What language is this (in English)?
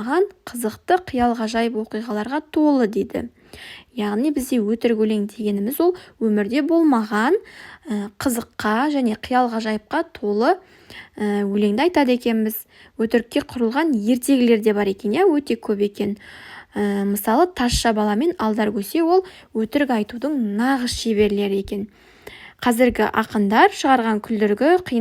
Kazakh